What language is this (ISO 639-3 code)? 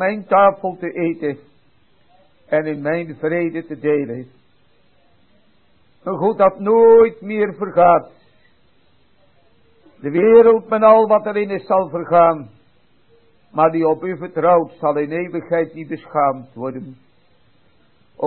nld